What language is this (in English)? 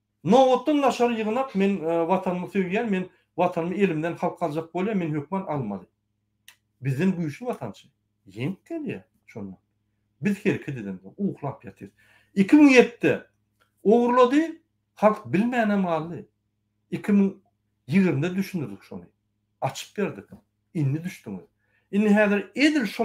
Turkmen